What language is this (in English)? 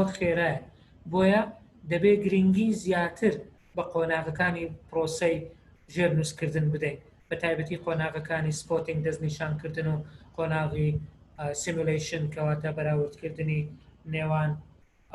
Central Kurdish